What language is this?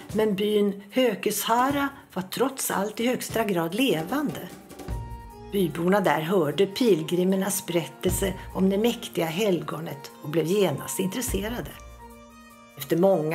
Swedish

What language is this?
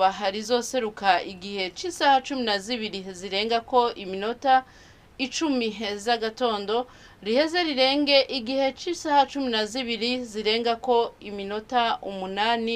Rundi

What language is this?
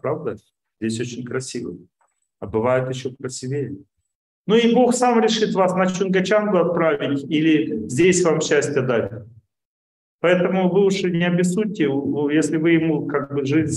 Russian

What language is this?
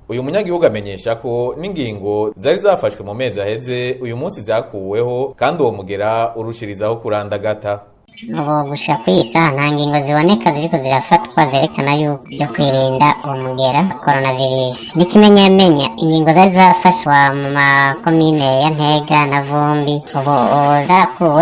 Rundi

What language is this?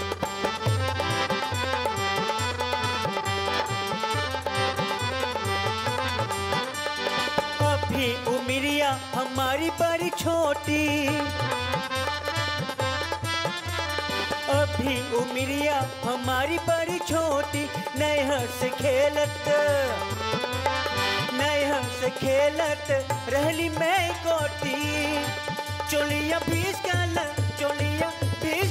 Bhojpuri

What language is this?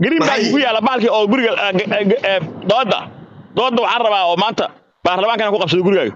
Somali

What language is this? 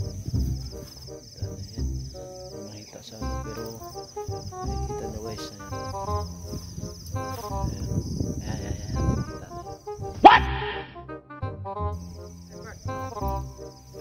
Filipino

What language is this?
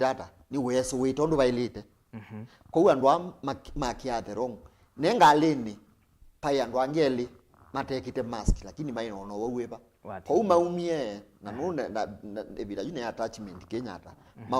Kamba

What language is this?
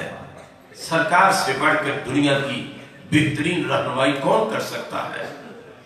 Urdu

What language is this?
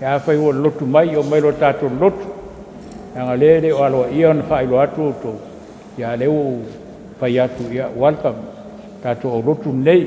Samoan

